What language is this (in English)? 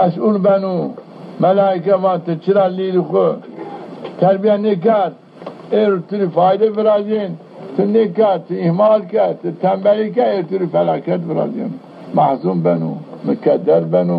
Zaza